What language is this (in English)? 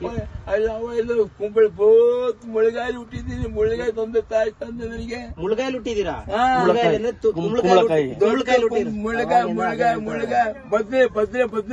Kannada